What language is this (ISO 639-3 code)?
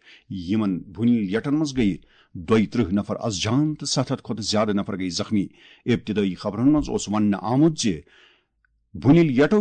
kas